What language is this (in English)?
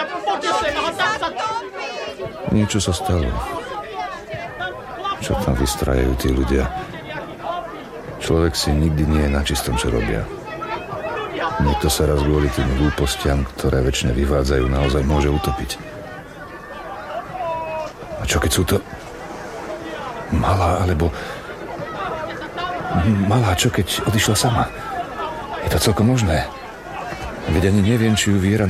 Slovak